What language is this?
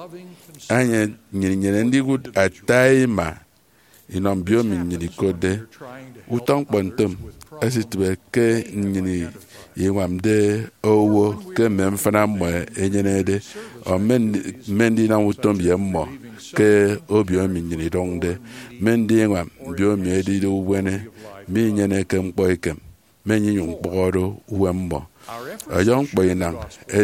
Efik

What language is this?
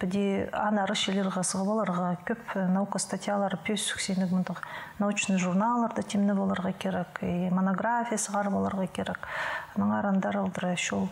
Khakas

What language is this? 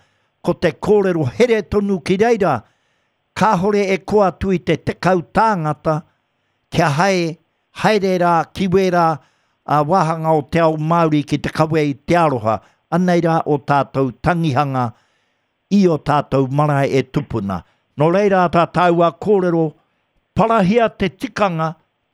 Māori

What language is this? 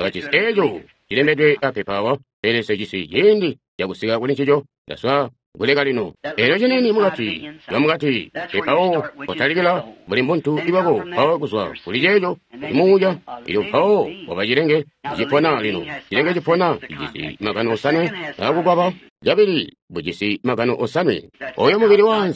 Tonga (Zambia)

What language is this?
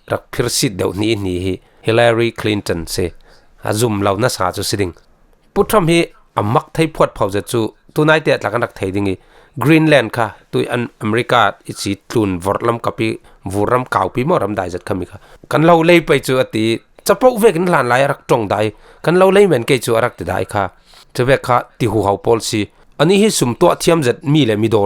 Falam Chin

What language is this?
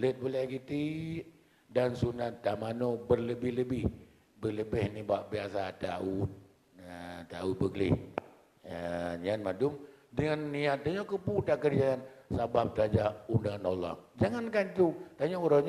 Achinese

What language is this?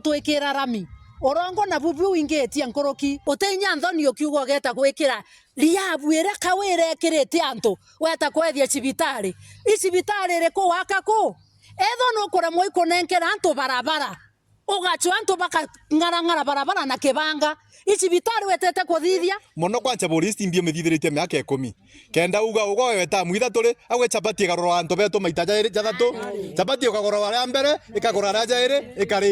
Meru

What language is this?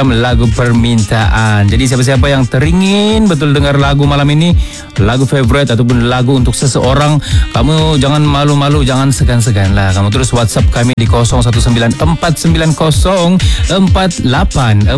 Malay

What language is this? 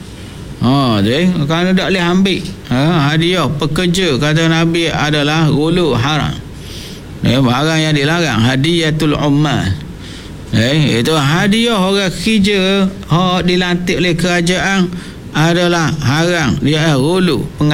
Malay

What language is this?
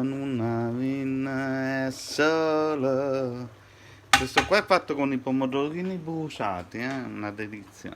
Neapolitan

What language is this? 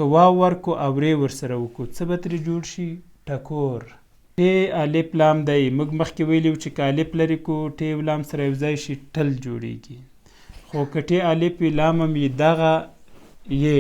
Pashto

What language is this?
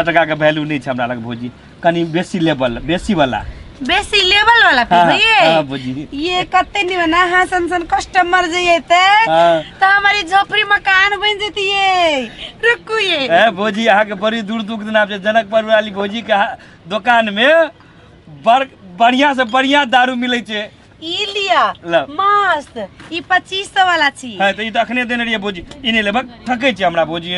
Maithili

